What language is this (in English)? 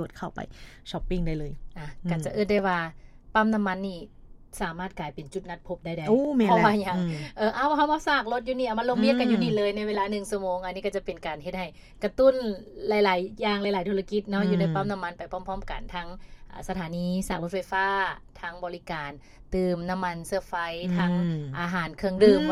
Lao